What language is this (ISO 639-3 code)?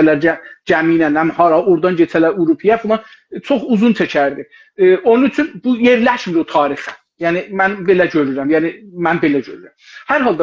azb